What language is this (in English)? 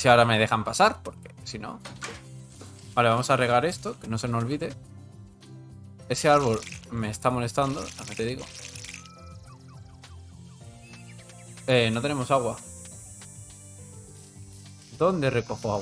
Spanish